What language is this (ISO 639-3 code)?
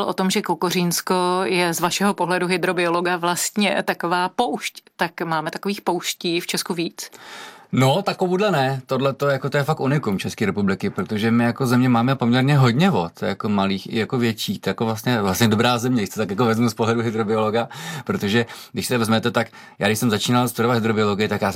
ces